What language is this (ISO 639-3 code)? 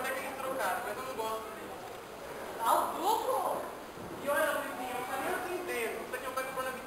por